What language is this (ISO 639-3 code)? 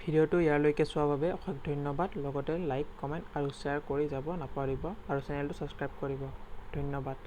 asm